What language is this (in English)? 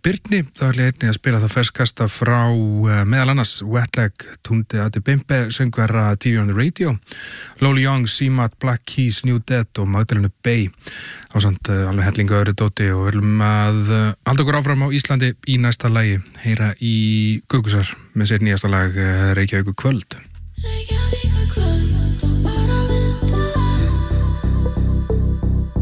Icelandic